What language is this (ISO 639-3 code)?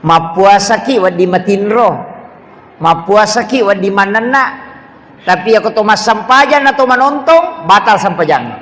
bug